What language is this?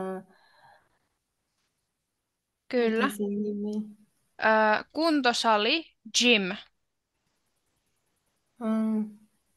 Finnish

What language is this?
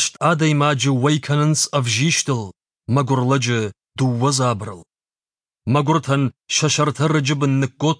Ossetic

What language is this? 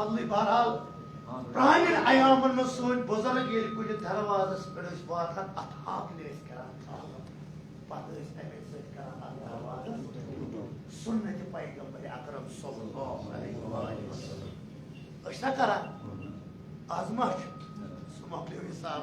Kashmiri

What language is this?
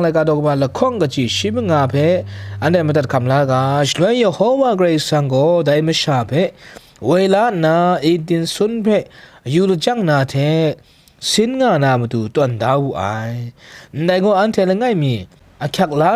Kachin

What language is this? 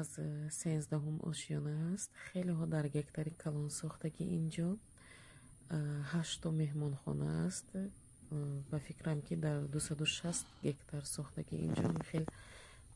Tajik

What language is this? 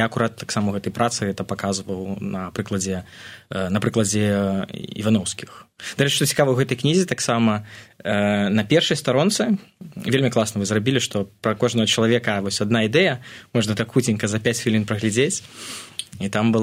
Belarusian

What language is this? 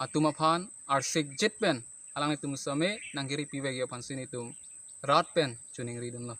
Karbi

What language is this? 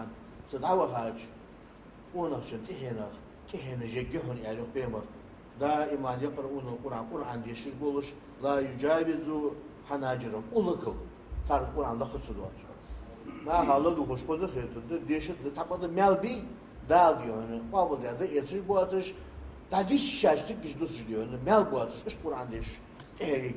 Ingush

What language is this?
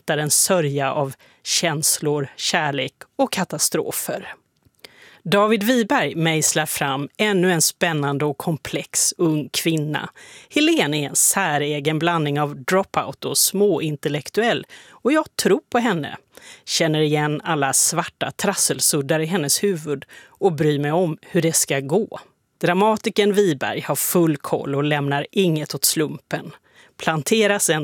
Swedish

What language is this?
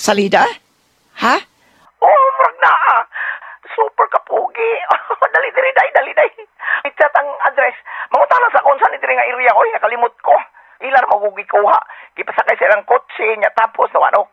Cebuano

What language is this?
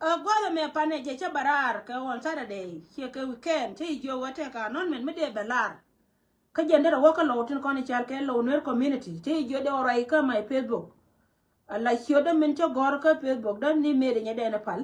Nuer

